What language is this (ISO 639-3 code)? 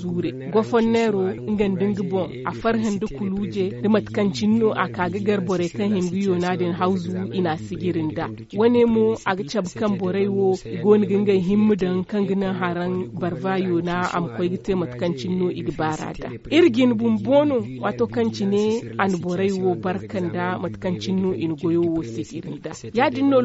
dje